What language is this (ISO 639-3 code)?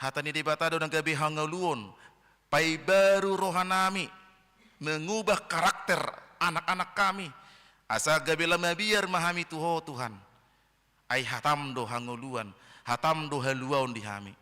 bbc